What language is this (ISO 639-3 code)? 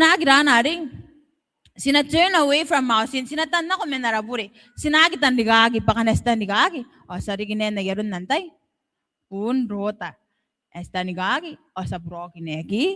gil